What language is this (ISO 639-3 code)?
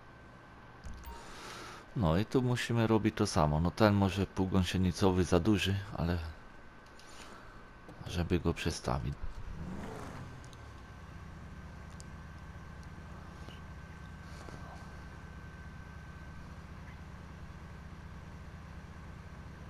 pol